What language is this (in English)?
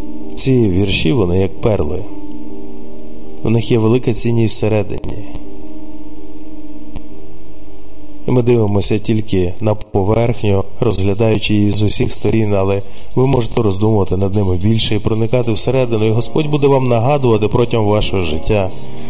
Ukrainian